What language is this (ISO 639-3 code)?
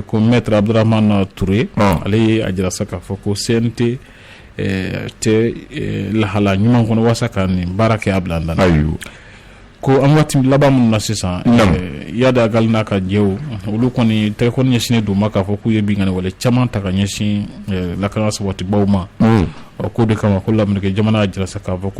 bam